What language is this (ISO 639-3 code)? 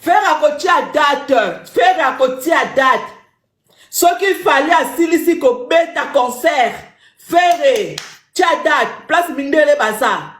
lin